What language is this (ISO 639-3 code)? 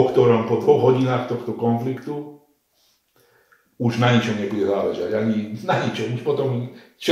slk